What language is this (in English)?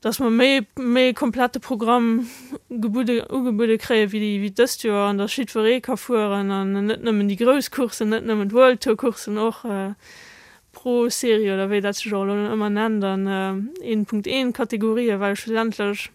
Luxembourgish